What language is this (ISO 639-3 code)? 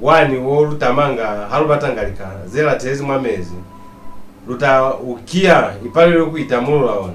loz